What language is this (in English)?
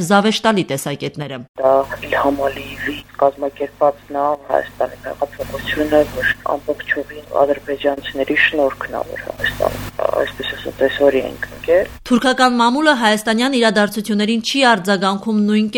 Armenian